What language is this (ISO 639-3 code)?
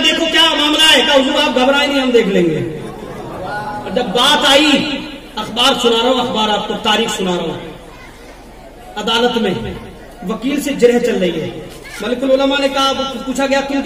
urd